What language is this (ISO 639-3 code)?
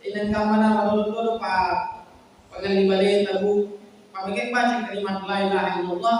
bug